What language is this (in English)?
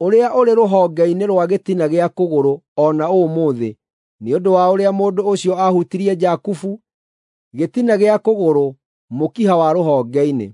Kikuyu